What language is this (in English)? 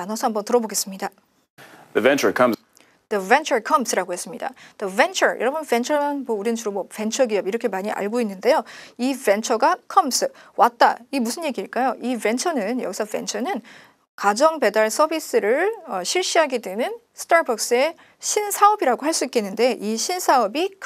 Korean